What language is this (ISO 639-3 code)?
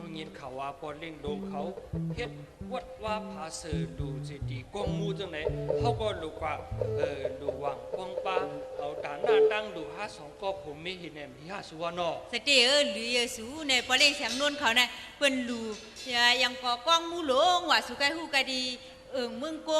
shn